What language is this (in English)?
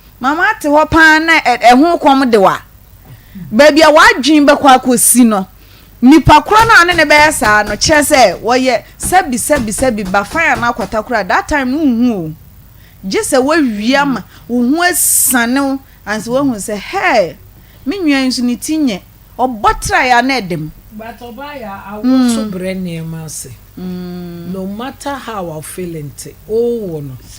Akan